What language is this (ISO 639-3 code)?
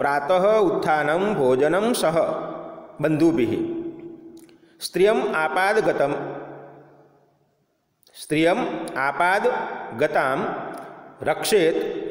guj